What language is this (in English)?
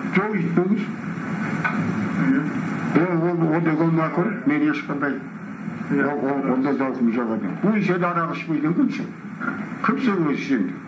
Kazakh